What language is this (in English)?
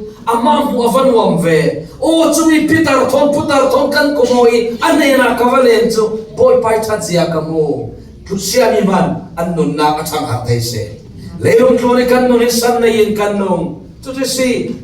Falam Chin